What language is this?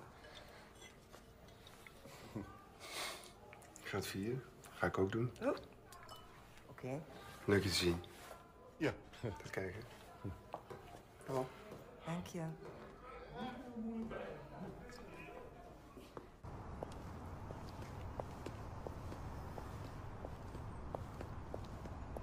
Dutch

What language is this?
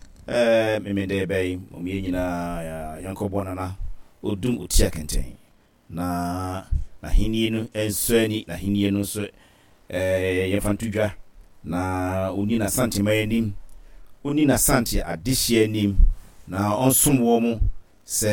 Akan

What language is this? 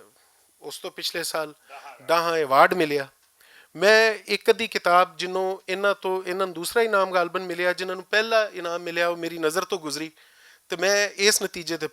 Western Panjabi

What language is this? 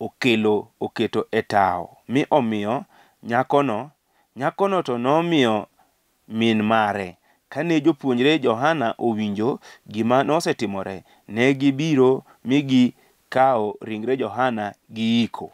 Luo (Kenya and Tanzania)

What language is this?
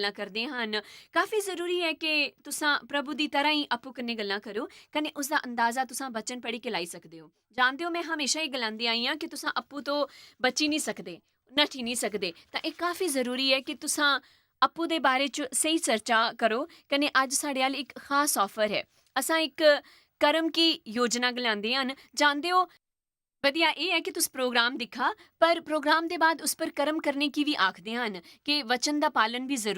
Dogri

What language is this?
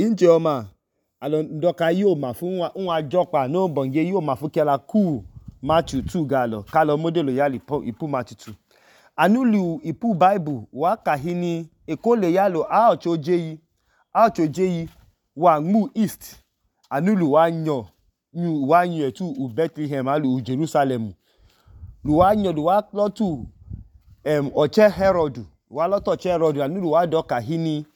Idoma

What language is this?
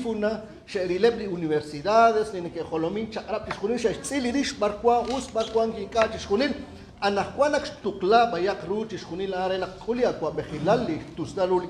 Kekchí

